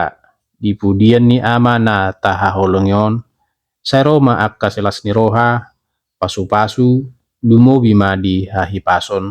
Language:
Batak Toba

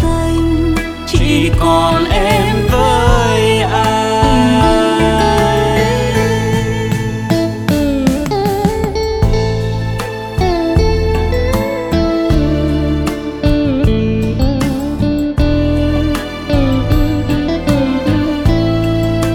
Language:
Vietnamese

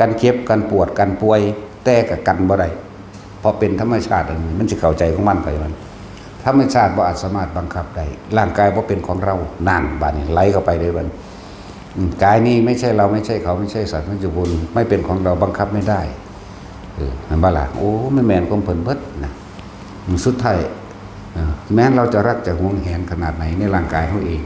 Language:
Northeastern Thai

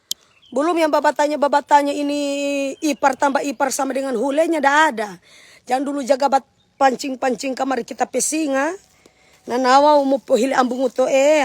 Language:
Manado Malay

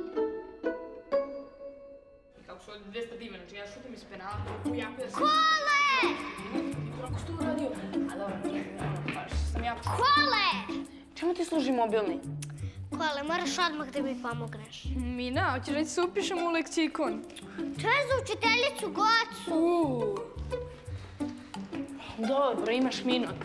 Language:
Serbian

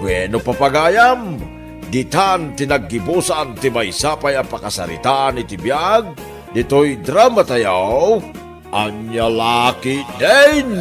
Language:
Iloko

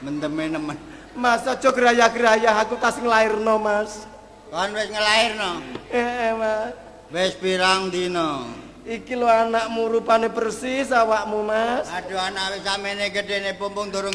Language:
Javanese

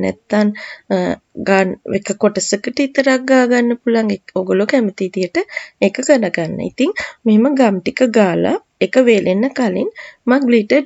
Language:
Sinhala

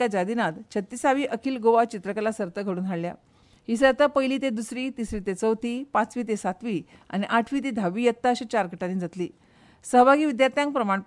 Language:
Konkani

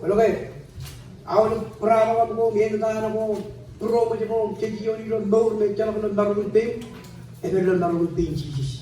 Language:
Marshallese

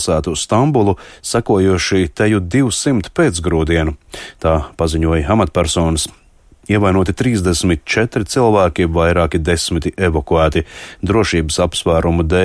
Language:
Latvian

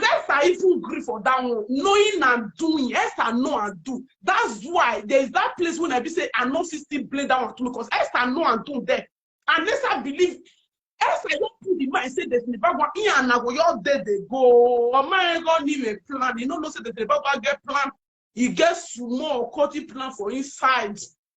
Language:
Nigerian Pidgin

